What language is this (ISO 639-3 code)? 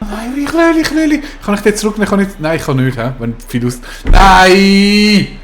gsw